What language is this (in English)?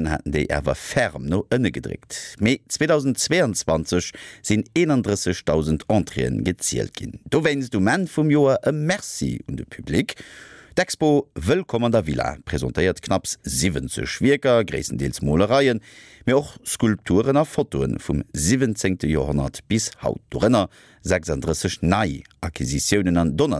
Luxembourgish